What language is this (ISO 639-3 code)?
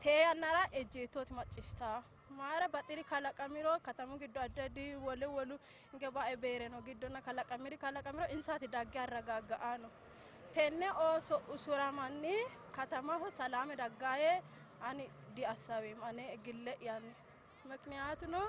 sid